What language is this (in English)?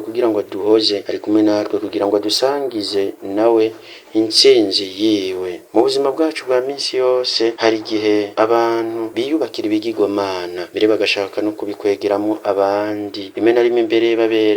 Rundi